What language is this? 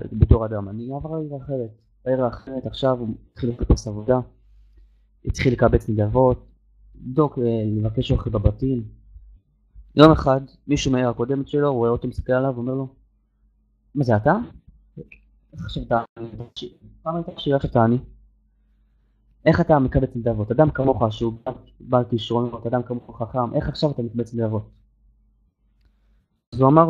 Hebrew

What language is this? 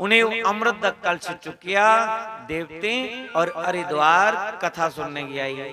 Dogri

